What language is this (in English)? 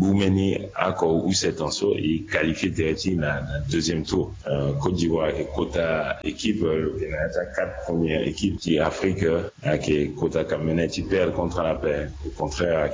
Sango